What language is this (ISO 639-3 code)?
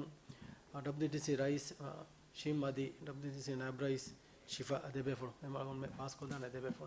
div